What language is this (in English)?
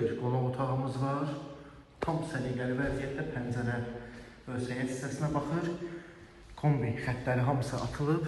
Azerbaijani